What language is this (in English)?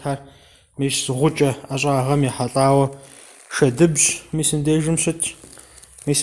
Kabardian